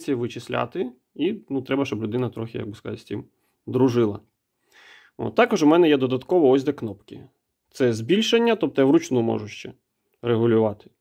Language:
Ukrainian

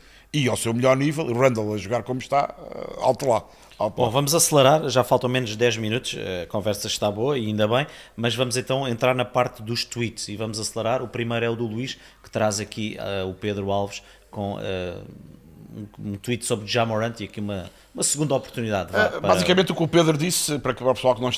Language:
Portuguese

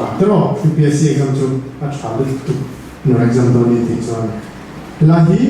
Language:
Mizo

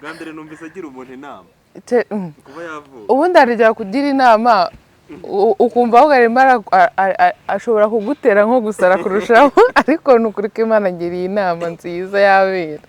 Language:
Kinyarwanda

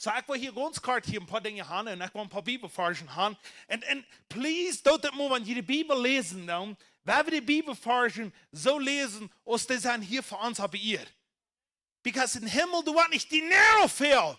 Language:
Plautdietsch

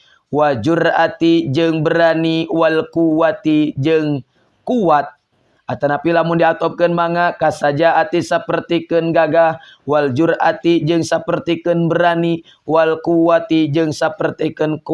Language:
Sundanese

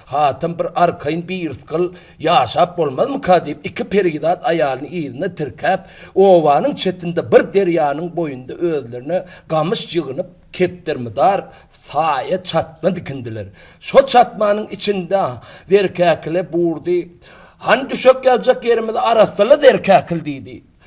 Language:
Turkmen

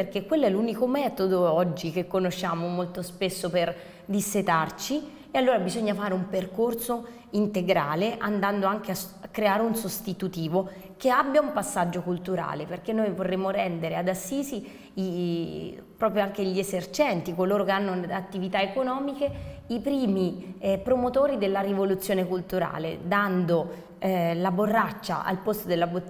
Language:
Italian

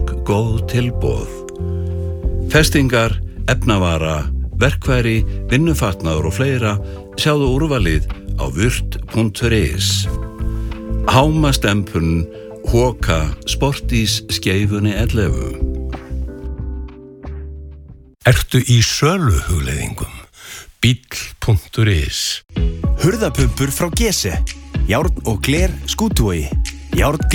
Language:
Icelandic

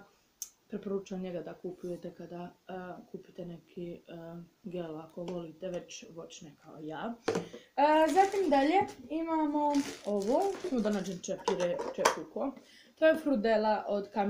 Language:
Croatian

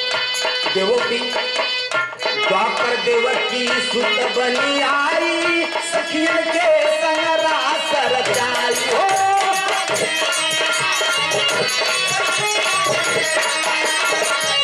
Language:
Bhojpuri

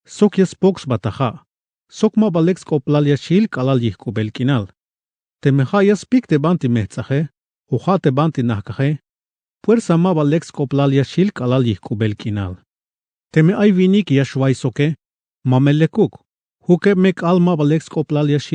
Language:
Tzeltal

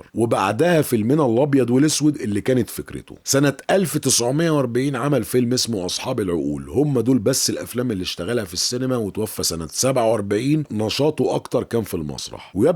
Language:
Egyptian Arabic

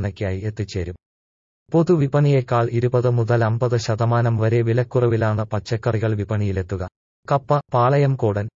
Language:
Malayalam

